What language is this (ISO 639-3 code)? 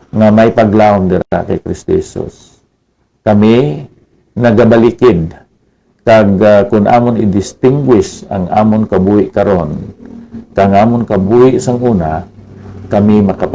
hil